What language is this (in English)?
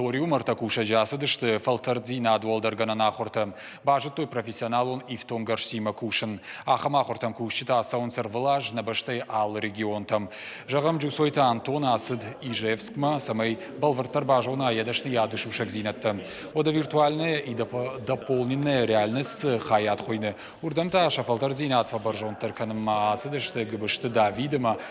Ossetic